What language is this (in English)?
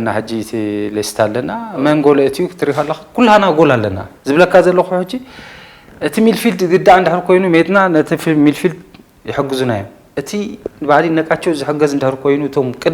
Tigrinya